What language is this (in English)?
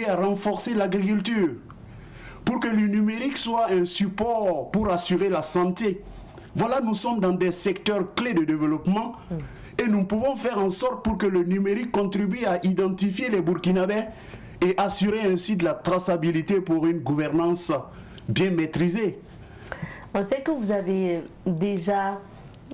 French